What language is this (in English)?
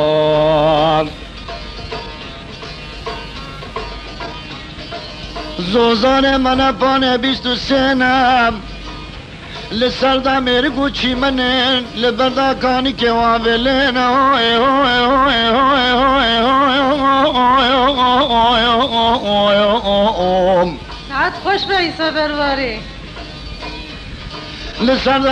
Kurdish